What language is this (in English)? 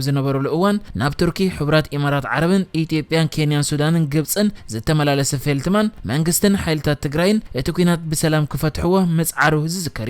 Tigrinya